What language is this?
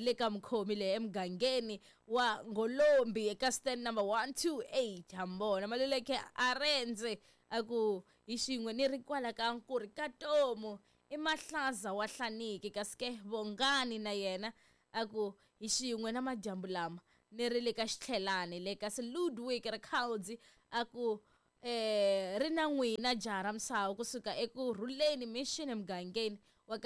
Tsonga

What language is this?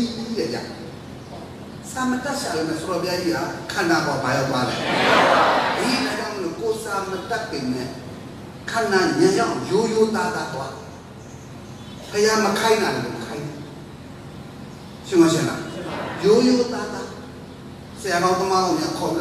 Burmese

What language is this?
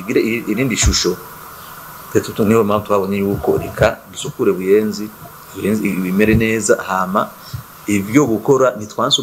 Rundi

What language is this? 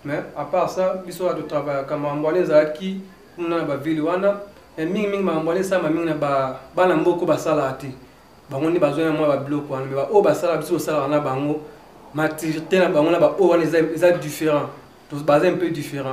Lingala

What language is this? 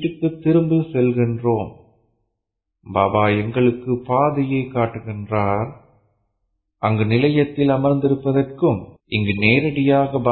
Tamil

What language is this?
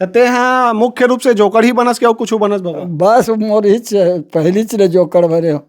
Chhattisgarhi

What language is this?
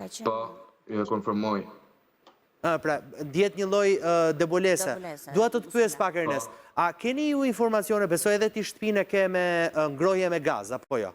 Albanian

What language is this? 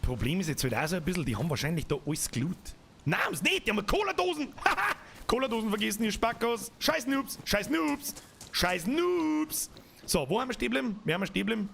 Bavarian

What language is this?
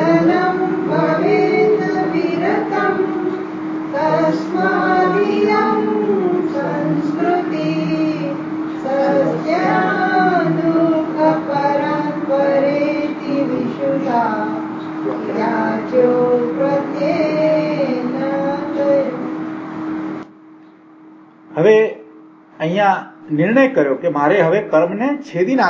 Gujarati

